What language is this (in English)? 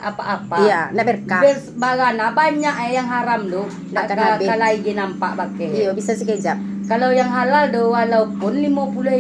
Minangkabau